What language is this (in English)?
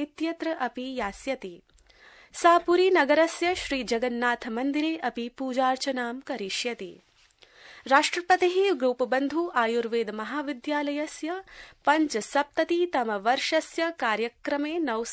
Sanskrit